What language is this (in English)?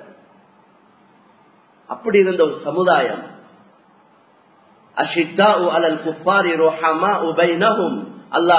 Tamil